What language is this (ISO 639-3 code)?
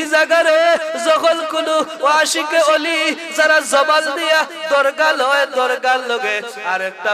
syl